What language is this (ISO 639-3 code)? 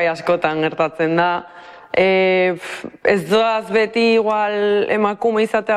eus